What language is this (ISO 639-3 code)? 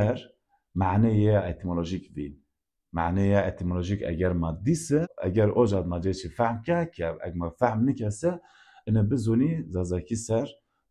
zza